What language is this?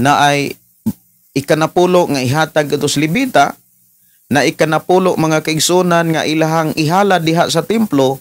Cebuano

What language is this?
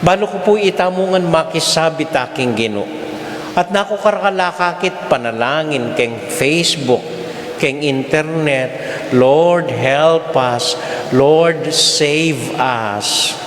Pampanga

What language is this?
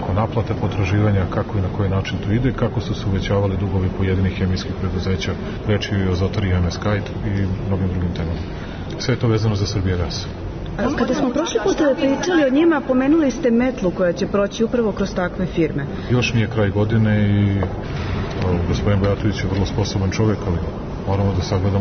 Serbian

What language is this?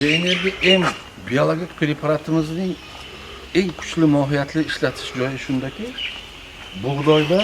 Uzbek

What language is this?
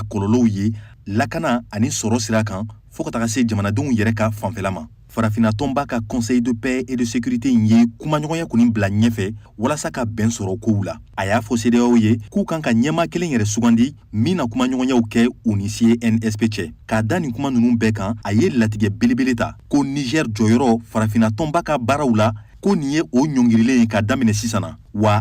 Bambara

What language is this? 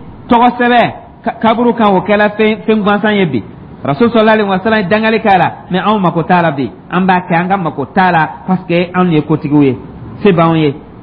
Dyula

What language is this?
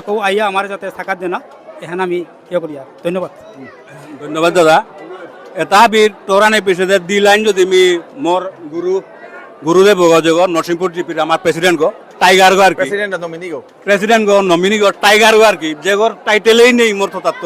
Bishnupriya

